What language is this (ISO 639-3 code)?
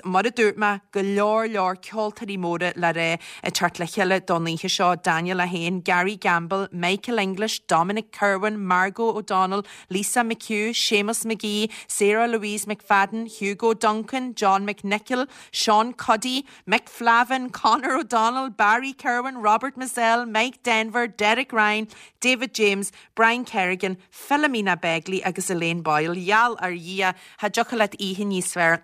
gle